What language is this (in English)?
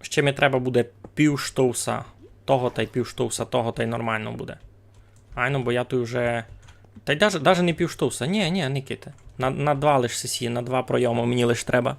Rusyn